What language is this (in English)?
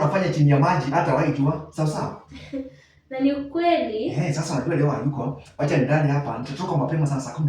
Swahili